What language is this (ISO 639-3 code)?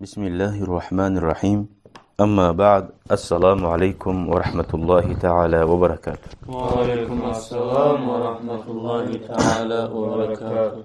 kum